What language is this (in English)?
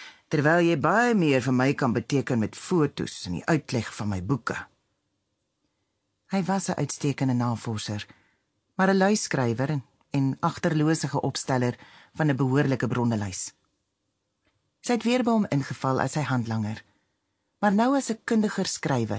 Afrikaans